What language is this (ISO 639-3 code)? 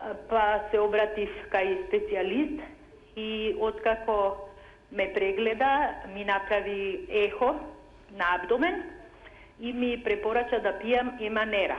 mkd